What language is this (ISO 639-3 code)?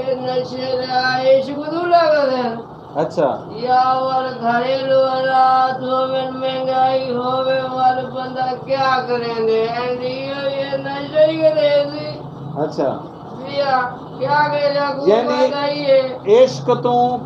skr